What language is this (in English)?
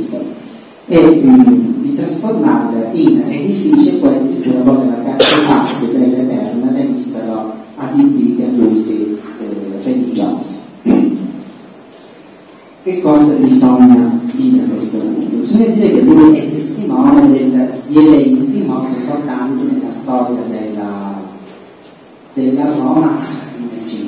Italian